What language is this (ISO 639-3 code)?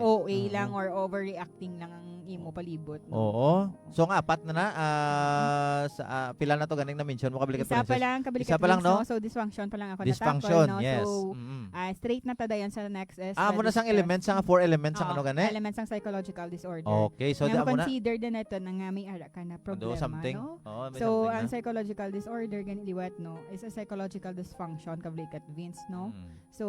hil